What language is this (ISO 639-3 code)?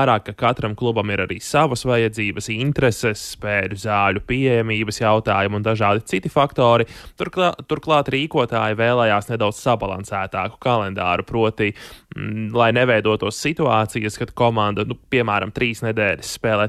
lav